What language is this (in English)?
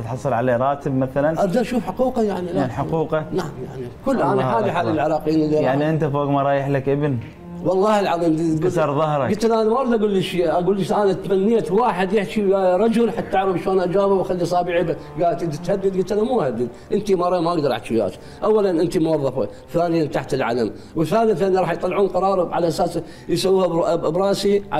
Mesopotamian Arabic